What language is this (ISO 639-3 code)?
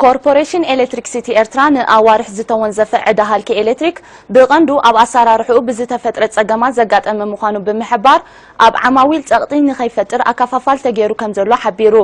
tir